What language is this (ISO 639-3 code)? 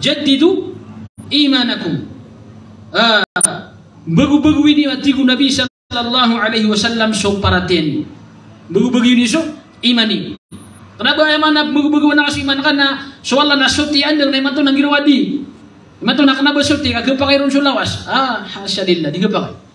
mrw